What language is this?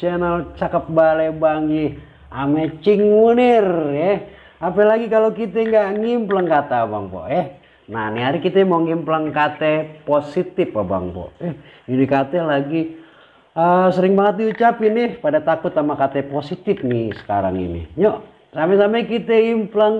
Betawi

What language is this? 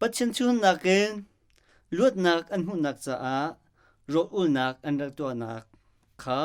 Hakha Chin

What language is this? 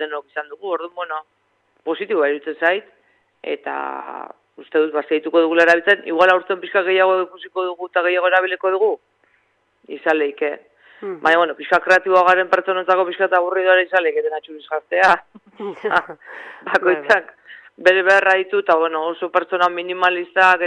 Basque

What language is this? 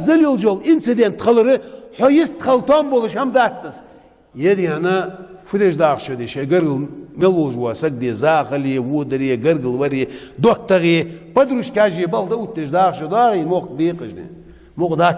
Ingush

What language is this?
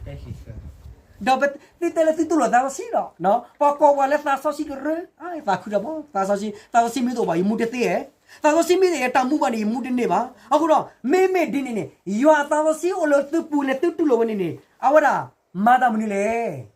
S'gaw Karen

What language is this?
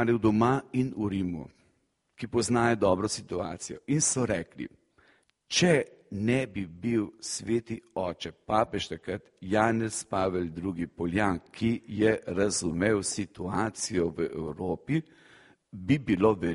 Slovenian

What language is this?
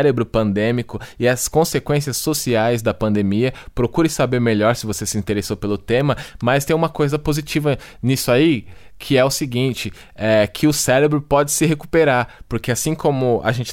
Portuguese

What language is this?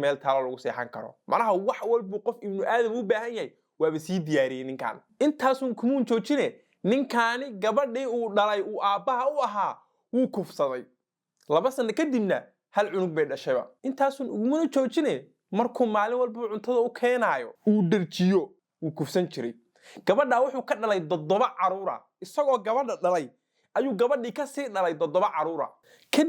Somali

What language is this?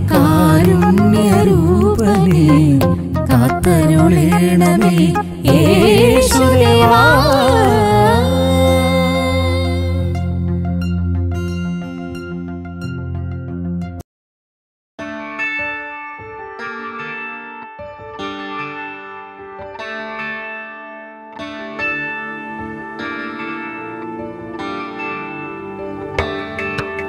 Malayalam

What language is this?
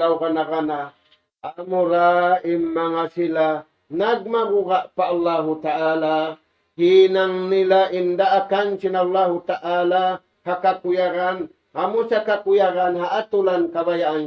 Tausug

